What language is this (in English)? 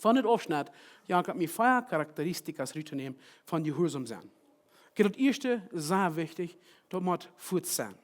Plautdietsch